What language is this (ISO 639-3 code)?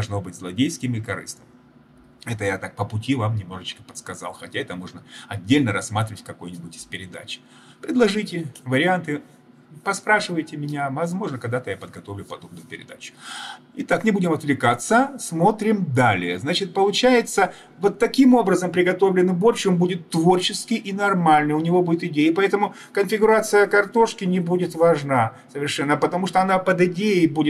rus